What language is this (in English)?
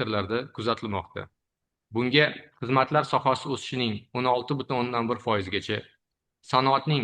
Uzbek